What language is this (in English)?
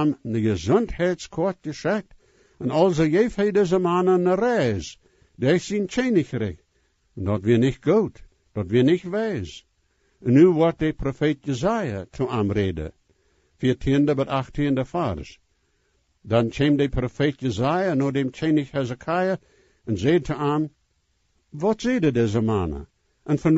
Plautdietsch